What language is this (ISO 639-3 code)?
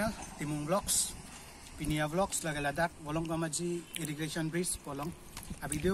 mjw